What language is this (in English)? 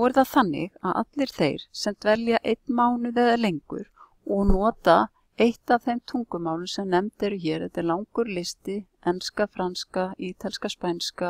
Icelandic